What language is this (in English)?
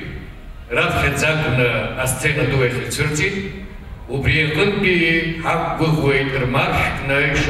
Abkhazian